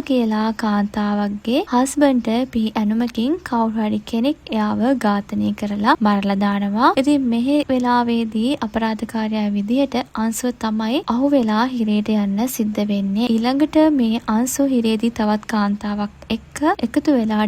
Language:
Sinhala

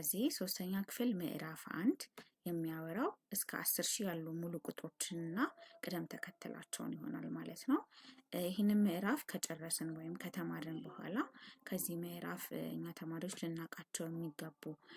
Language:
Amharic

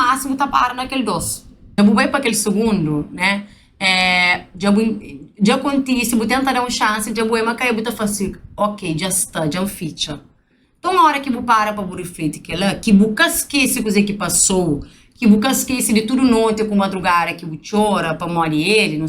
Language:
Kabuverdianu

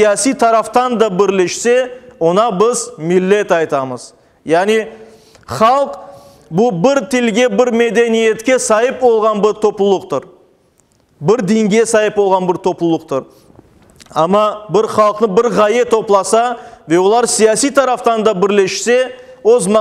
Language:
Crimean Tatar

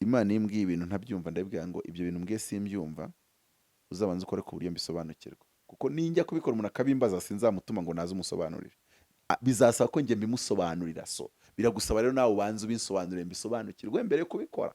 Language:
Kinyarwanda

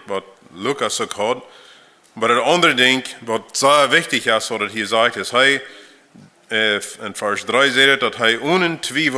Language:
Plautdietsch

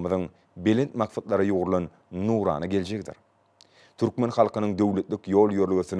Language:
Turkmen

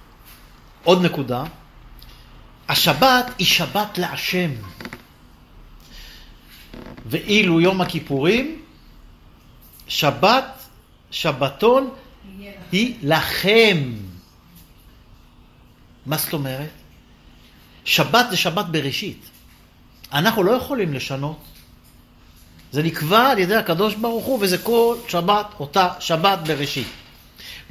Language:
Hebrew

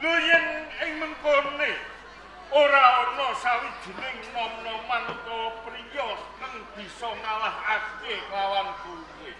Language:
Javanese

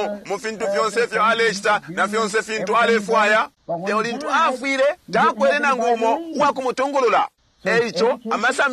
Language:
Bemba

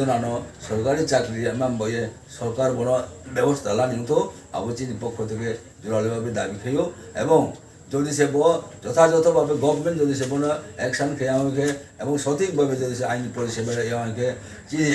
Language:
Riang (India)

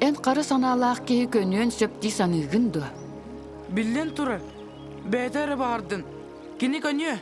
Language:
Yakut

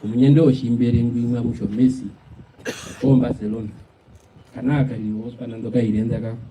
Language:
Herero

